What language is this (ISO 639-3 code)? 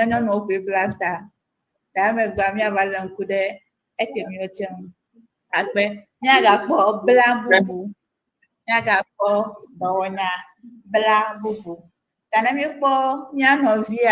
ewe